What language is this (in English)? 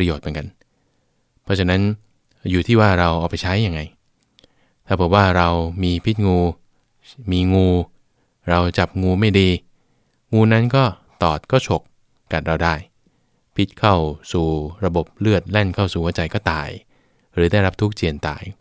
Thai